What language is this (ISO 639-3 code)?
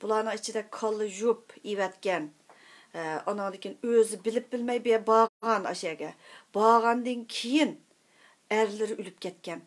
uig